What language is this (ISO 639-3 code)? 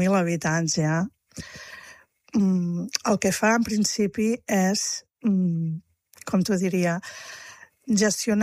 cat